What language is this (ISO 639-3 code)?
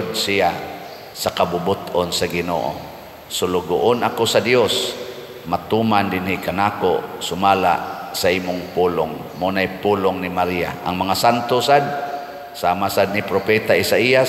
ceb